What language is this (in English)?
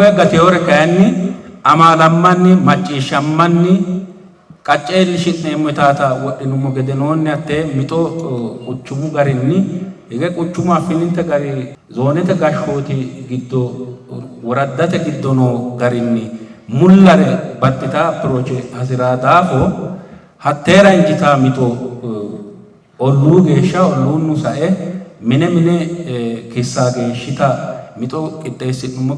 Sidamo